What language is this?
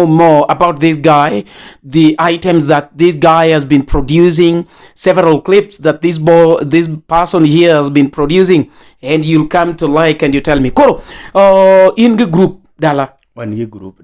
Luo (Kenya and Tanzania)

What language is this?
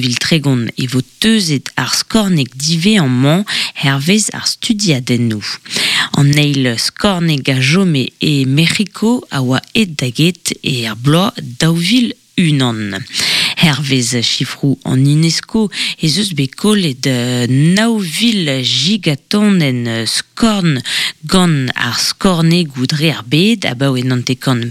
Breton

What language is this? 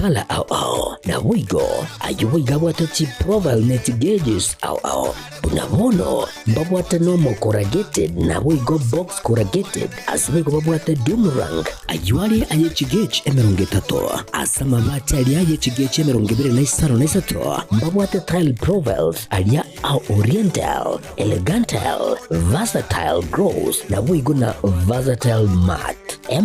Gusii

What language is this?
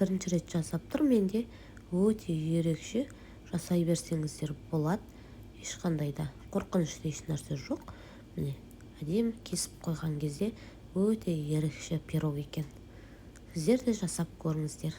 Kazakh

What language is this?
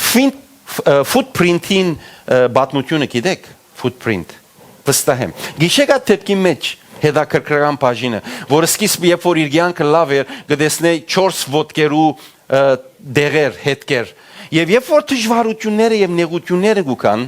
Western Armenian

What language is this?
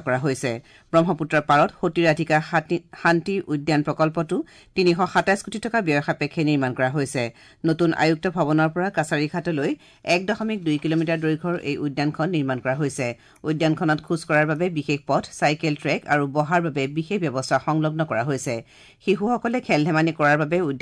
Assamese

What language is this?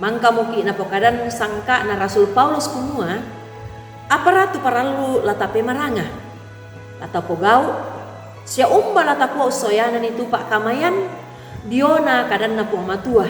Toraja-Sa'dan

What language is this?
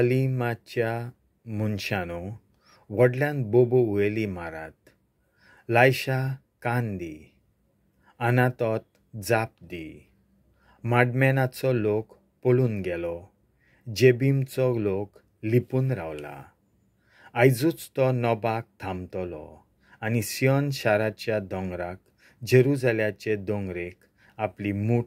Konkani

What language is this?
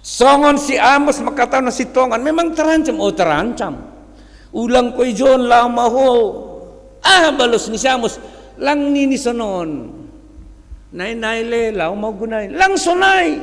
Batak Simalungun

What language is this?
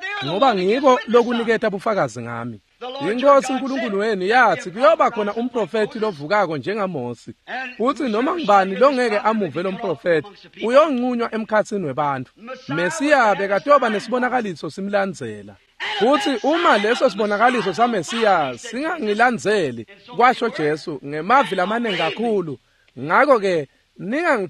Swati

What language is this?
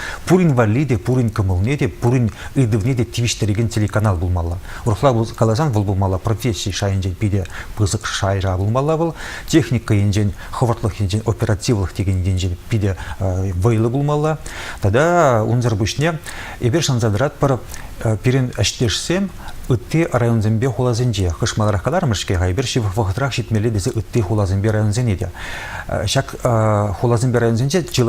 Chuvash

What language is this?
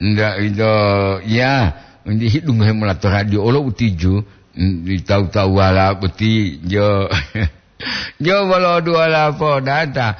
Gorontalo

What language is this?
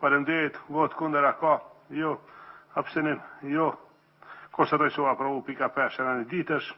Albanian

